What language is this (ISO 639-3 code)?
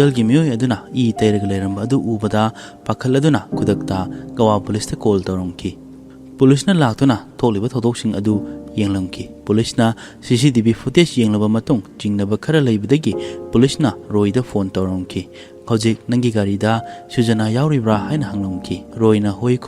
mni